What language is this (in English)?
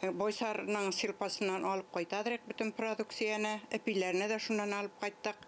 Tatar